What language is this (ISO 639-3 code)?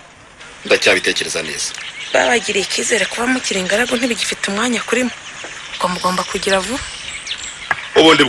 kin